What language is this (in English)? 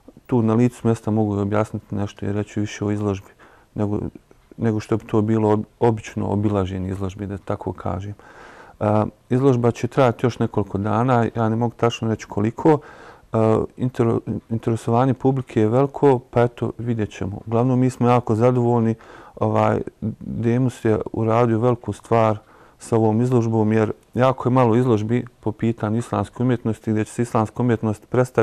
Bosnian